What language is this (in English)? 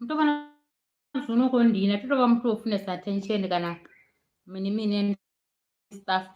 Venda